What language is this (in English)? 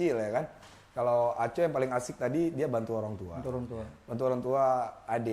Achinese